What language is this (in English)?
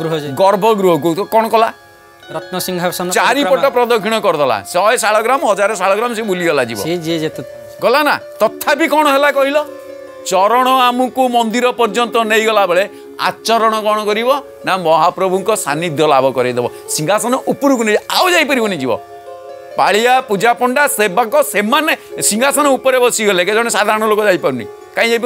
Odia